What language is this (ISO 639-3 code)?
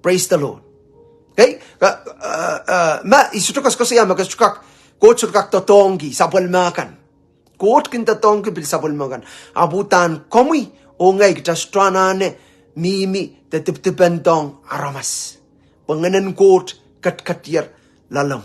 pon